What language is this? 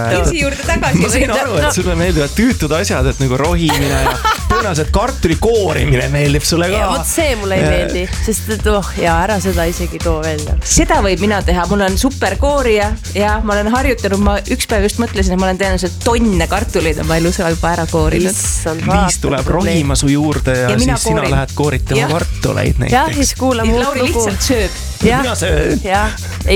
Estonian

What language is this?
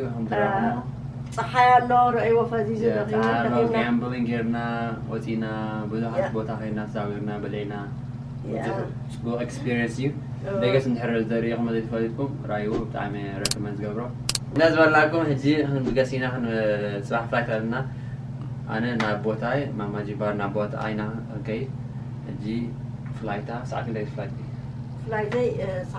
Tigrinya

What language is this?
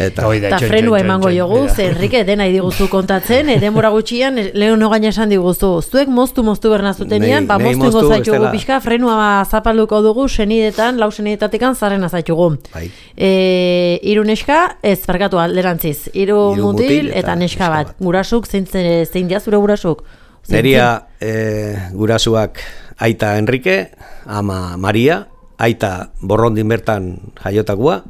Basque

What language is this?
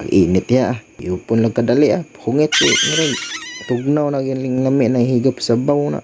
Cebuano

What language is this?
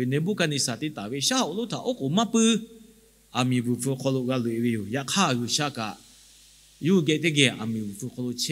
Lahu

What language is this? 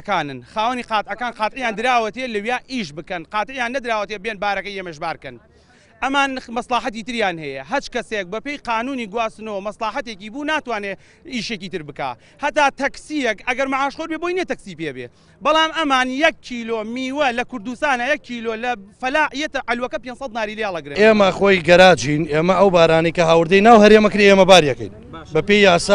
Central Kurdish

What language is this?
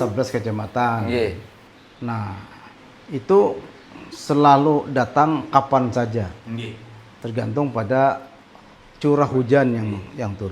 Banjar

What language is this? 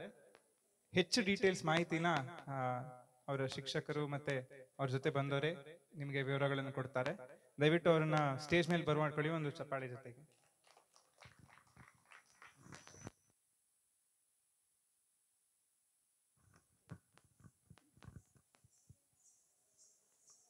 Kannada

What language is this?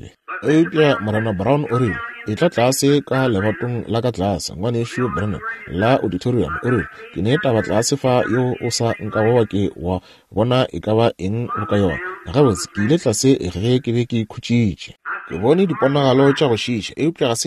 Northern Sotho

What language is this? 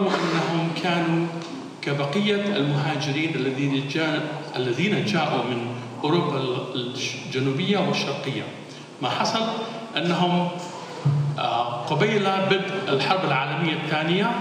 Arabic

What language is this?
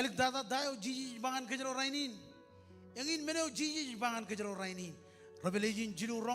Marshallese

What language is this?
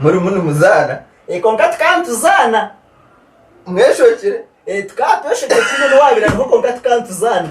Nyankole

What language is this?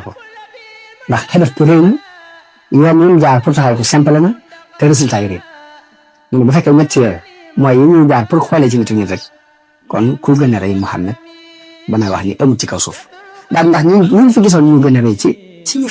Wolof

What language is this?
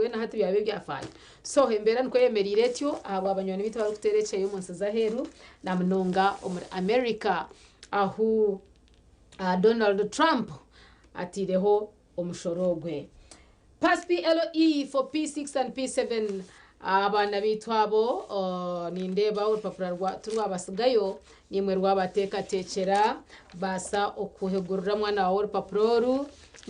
Nyankole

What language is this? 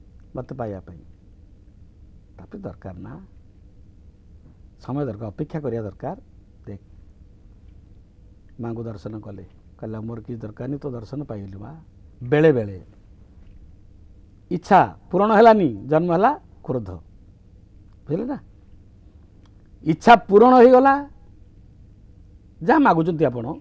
Odia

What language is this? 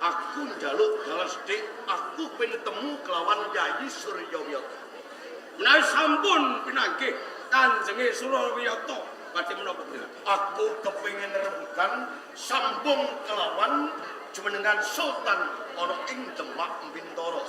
Javanese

